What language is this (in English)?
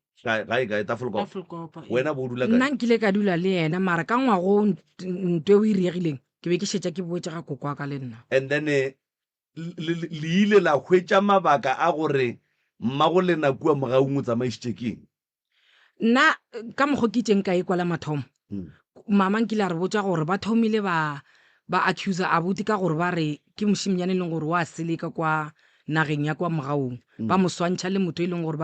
Northern Sotho